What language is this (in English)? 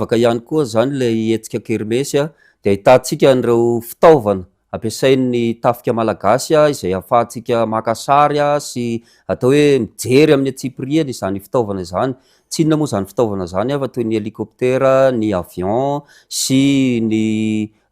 Malagasy